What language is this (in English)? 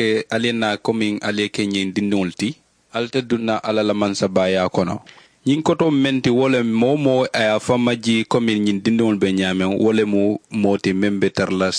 Mandingo